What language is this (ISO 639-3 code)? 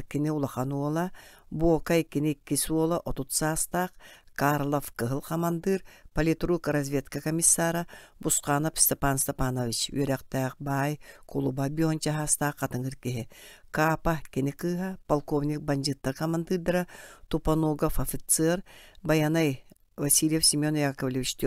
sah